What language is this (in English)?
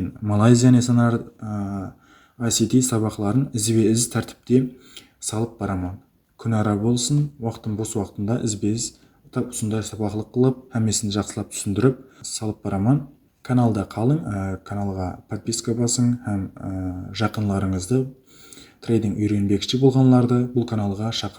Kara-Kalpak